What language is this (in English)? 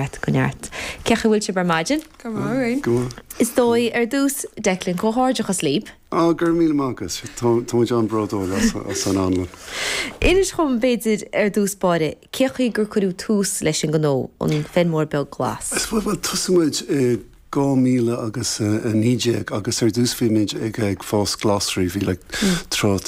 Irish